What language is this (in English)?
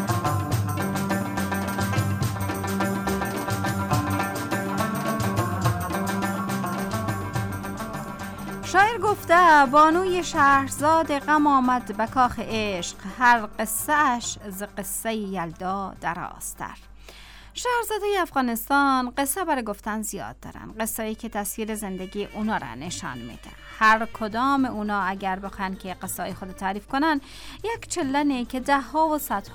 Persian